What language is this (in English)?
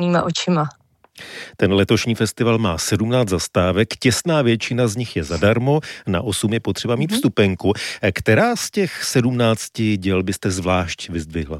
Czech